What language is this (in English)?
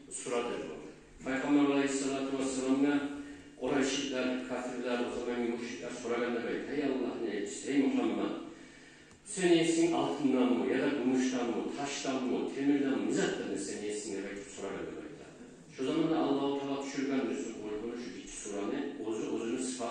Kumyk